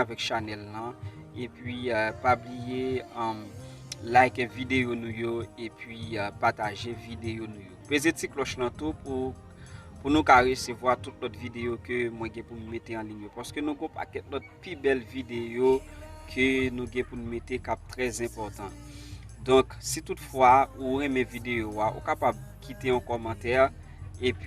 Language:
Haitian Creole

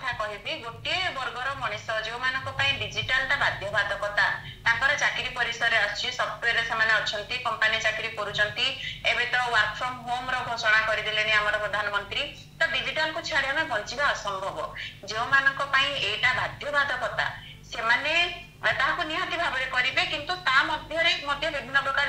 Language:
Odia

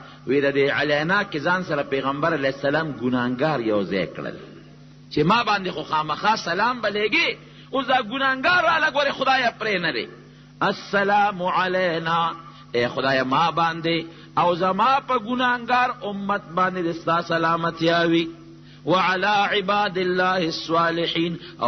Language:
Pashto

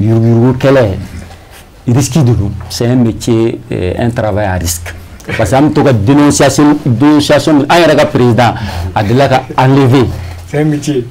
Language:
Bambara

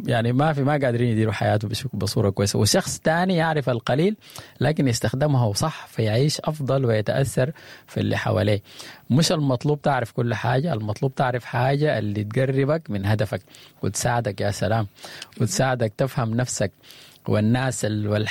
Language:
Sudanese Arabic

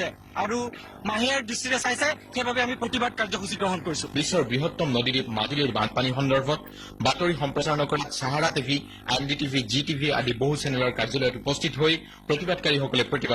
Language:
Assamese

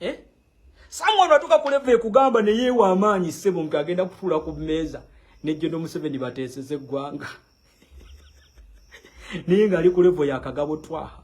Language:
Ganda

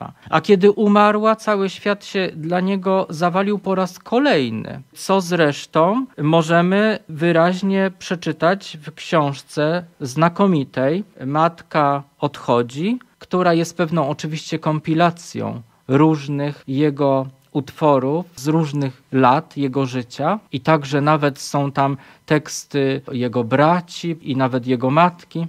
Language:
Polish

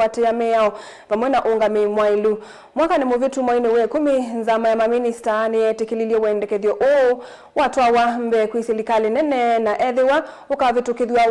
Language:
Kamba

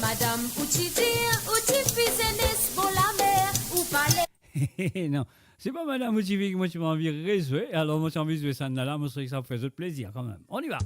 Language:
Morisyen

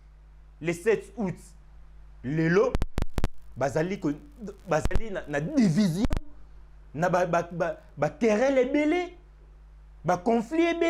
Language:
Lingala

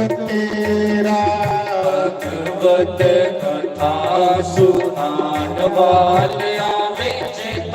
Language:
Dogri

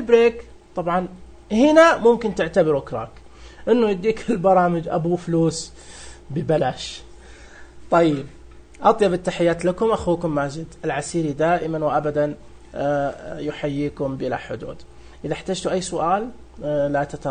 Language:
Najdi Arabic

